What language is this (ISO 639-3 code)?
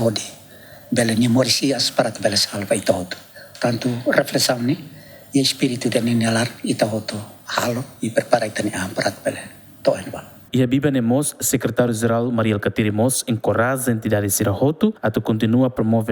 tet